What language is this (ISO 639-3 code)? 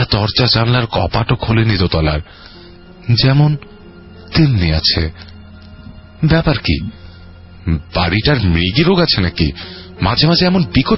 ben